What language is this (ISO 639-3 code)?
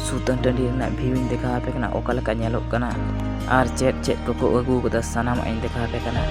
sat